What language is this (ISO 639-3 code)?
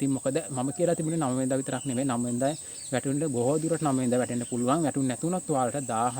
sin